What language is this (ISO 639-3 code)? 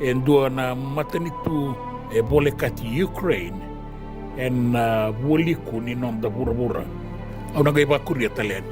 fij